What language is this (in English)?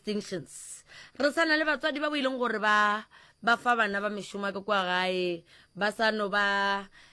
Northern Sotho